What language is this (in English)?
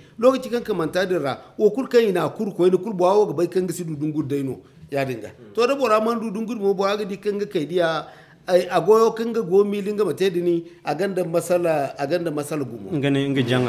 Zarma